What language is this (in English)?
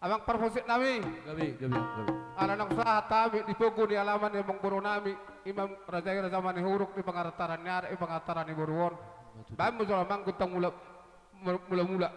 Batak Toba